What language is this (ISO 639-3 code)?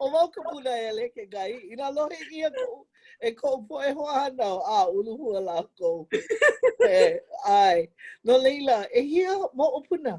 haw